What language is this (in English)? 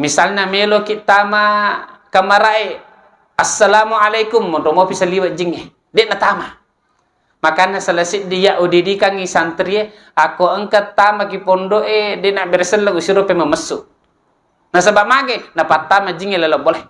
Buginese